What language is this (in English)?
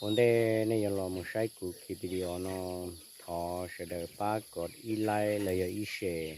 Hmong